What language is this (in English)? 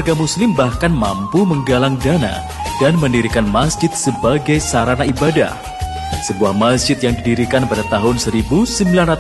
Indonesian